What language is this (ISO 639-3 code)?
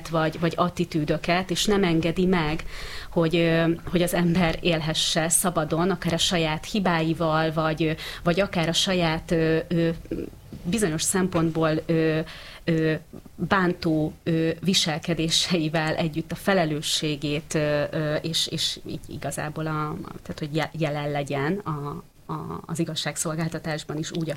hun